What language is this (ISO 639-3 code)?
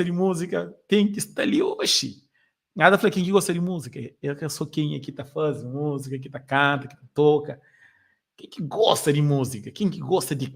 kea